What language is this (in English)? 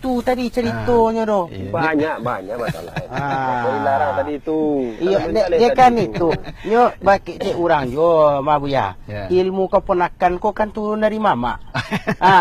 Minangkabau